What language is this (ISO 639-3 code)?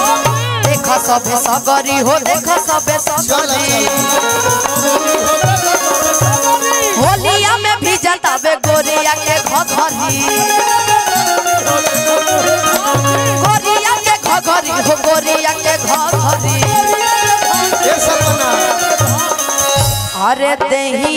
bho